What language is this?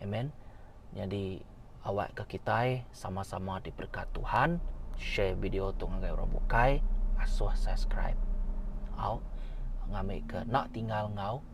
Iban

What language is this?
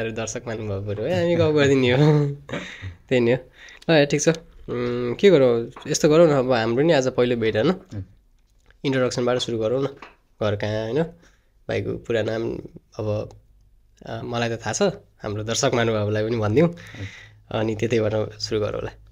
Nepali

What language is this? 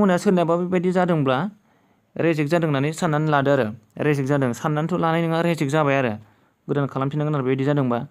Bodo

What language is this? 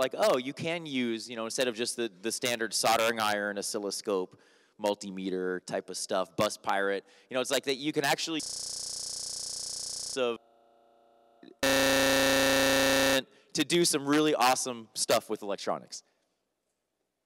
English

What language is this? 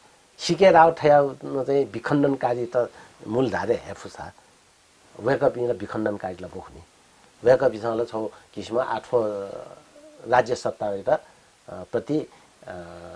Newari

